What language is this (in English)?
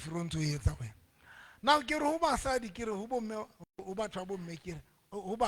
Southern Sotho